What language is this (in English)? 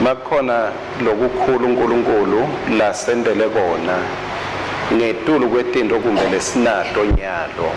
Swati